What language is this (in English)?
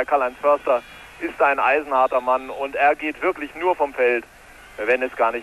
German